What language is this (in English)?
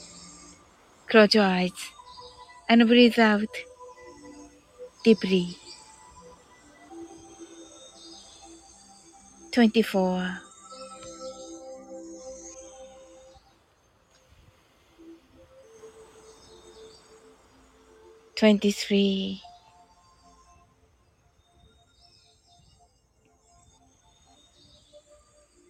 Japanese